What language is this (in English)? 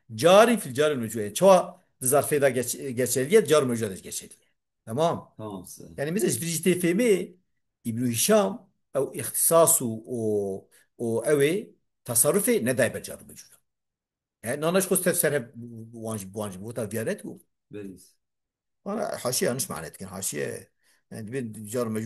Kurdish